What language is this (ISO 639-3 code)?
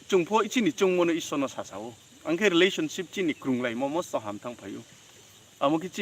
ria